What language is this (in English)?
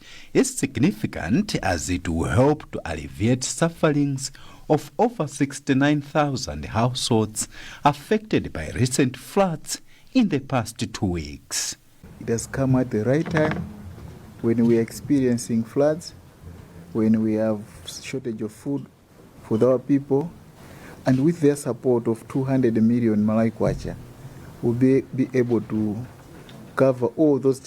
English